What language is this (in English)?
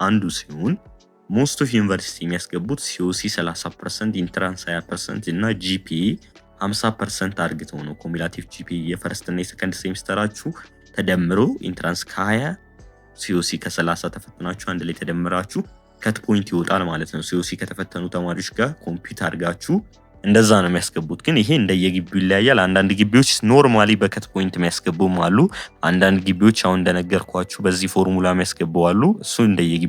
Amharic